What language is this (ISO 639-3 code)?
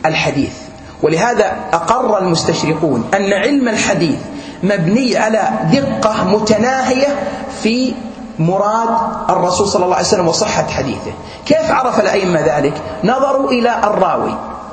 ara